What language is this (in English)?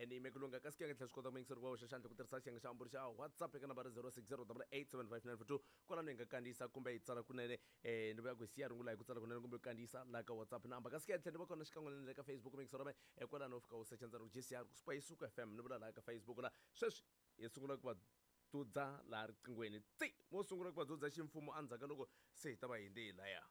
Tsonga